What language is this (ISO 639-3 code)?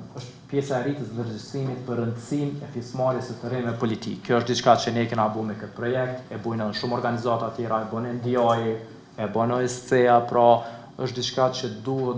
sqi